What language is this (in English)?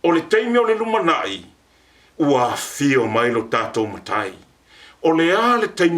Samoan